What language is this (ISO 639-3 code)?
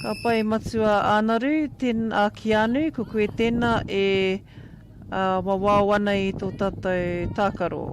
mri